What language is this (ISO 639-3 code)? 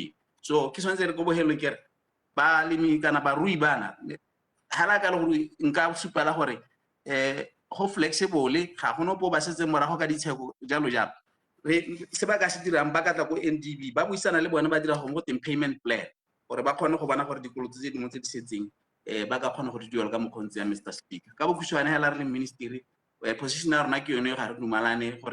tsn